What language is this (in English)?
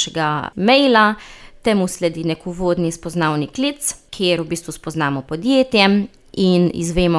Slovenian